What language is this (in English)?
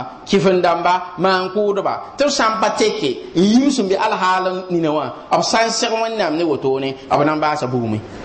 Mossi